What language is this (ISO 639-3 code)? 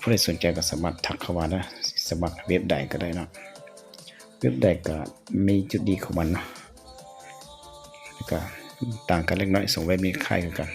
lao